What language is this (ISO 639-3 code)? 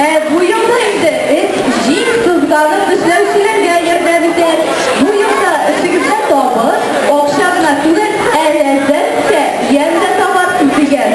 tat